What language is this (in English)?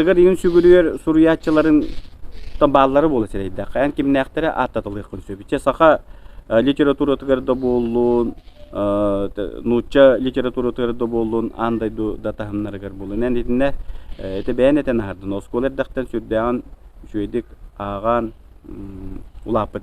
Yakut